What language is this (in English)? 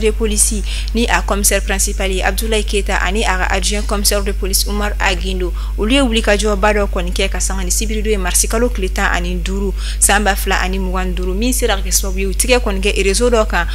Bambara